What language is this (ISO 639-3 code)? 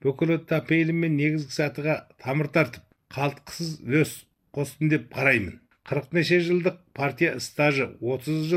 kaz